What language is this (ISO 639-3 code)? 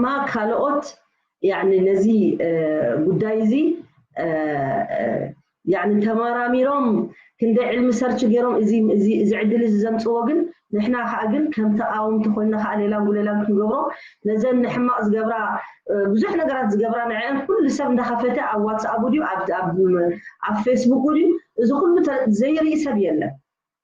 tir